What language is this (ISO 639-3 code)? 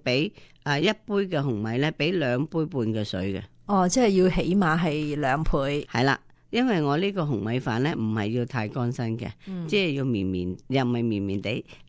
yue